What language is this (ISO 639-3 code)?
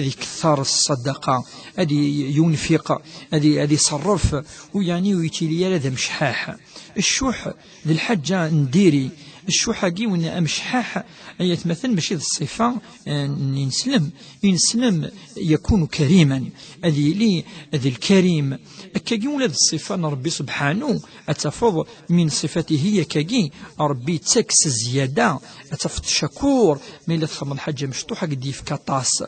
kab